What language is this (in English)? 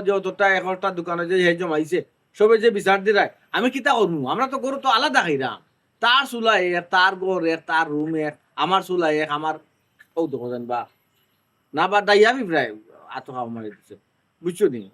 Sylheti